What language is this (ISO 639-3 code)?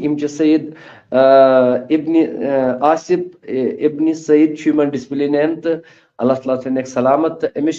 kas